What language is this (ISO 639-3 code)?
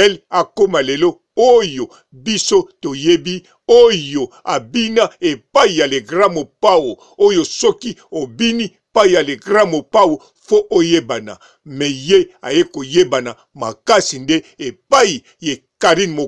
lin